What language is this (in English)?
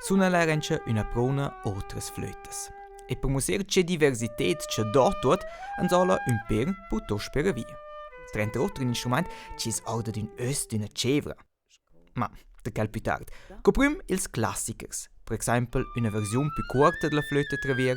Romansh